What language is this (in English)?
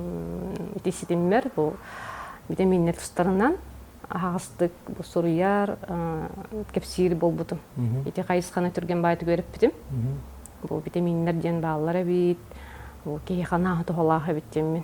Yakut